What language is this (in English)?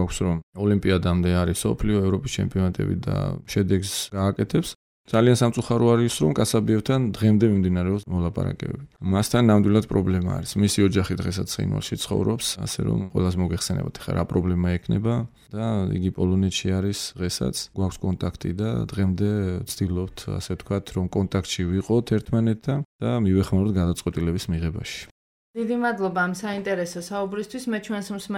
Georgian